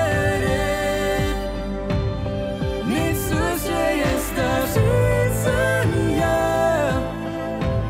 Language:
Afrikaans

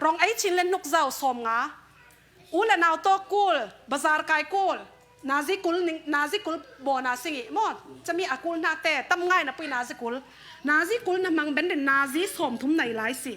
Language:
Falam Chin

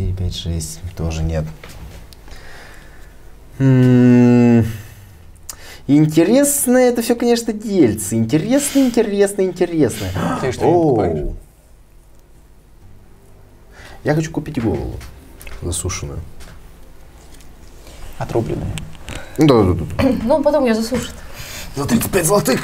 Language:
Russian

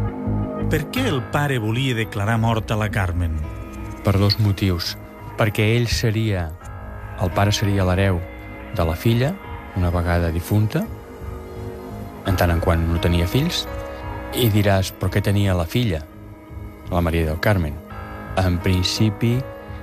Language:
Catalan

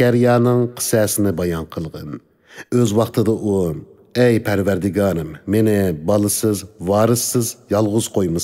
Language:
Uyghur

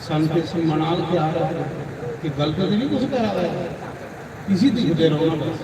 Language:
Dogri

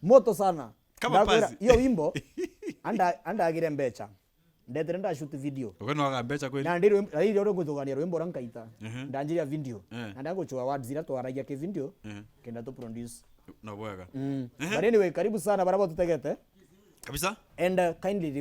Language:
Meru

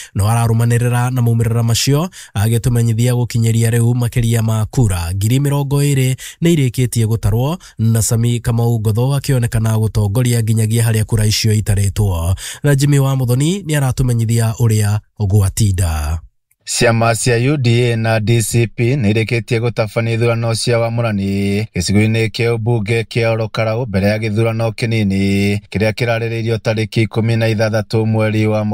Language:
Kikuyu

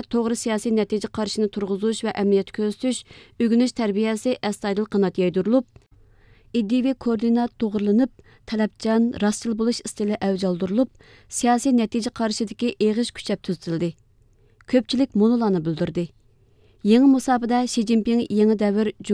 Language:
Uyghur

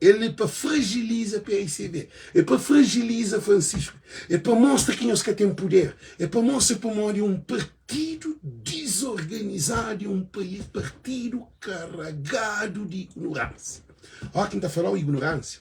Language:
Kabuverdianu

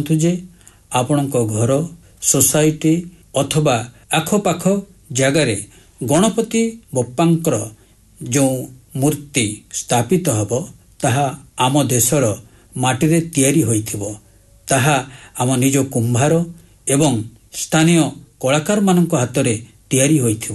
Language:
Odia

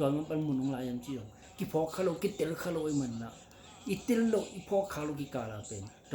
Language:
Tedim Chin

